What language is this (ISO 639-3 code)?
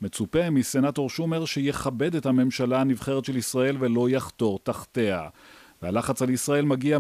heb